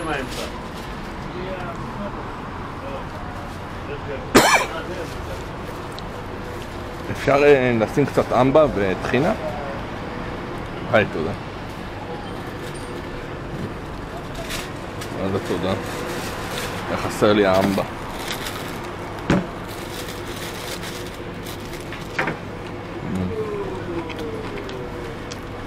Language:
Hebrew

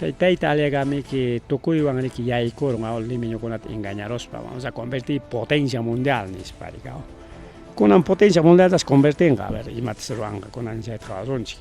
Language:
Ayacucho Quechua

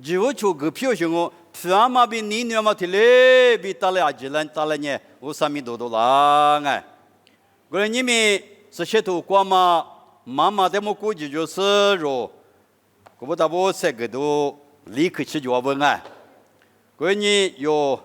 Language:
Lisu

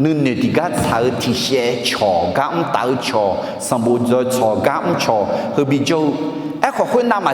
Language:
Akha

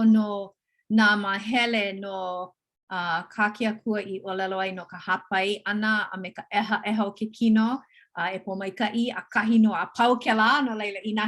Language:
Hawaiian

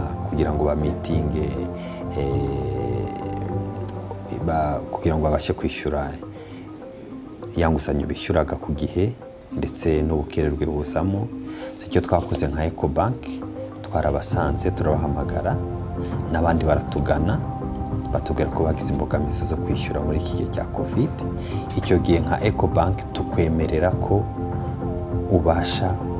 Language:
Kinyarwanda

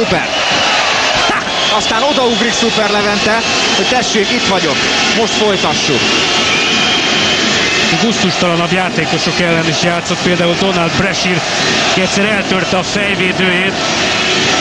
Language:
Hungarian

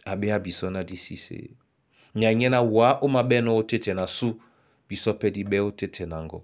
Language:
Duala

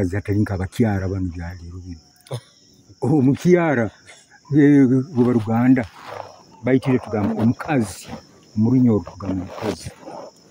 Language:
Nyoro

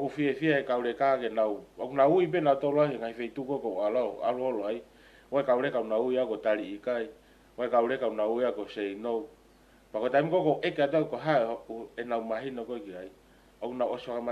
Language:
Tongan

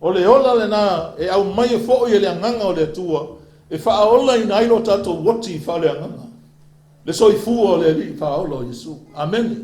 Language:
Samoan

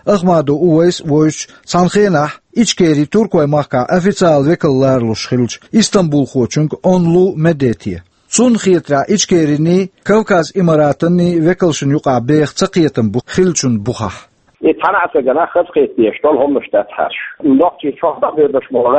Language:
Chechen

